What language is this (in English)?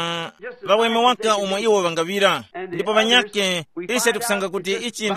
Tumbuka